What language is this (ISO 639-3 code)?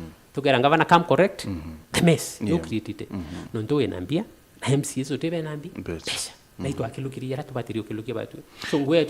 mer